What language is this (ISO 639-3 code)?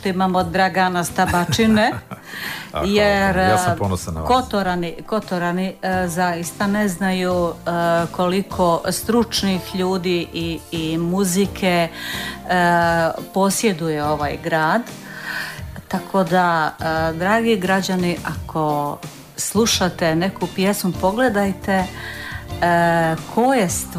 srp